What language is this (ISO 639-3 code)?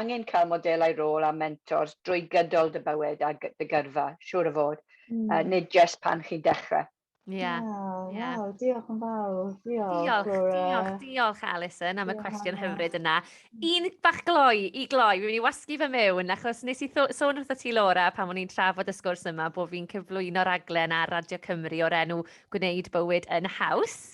cym